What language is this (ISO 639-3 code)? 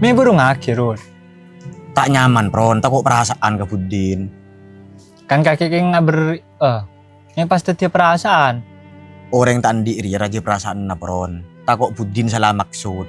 mad